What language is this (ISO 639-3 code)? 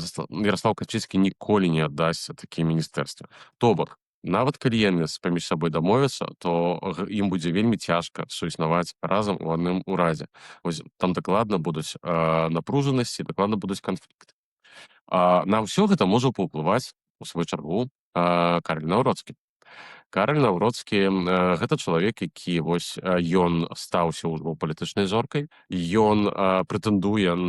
bel